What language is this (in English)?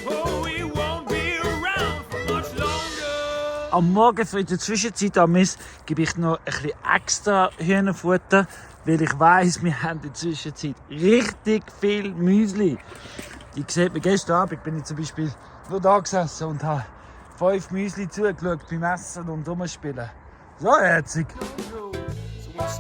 Swiss German